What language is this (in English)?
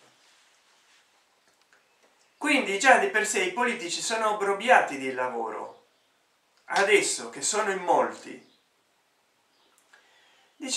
Italian